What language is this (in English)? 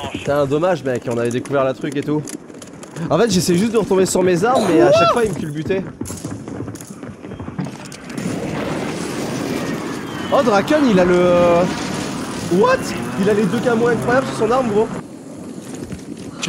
French